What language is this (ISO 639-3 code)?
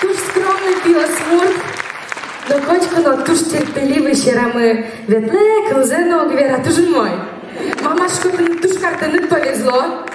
udm